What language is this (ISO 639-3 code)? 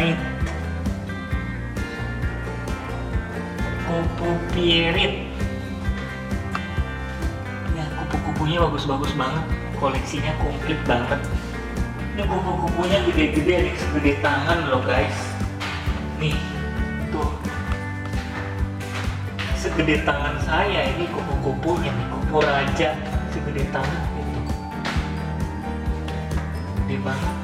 ind